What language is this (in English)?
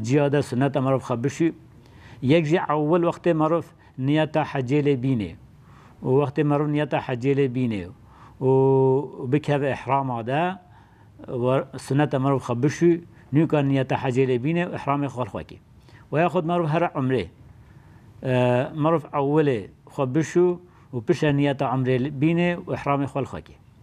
Kurdish